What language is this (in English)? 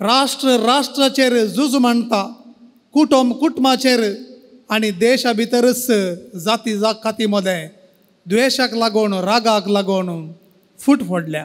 Konkani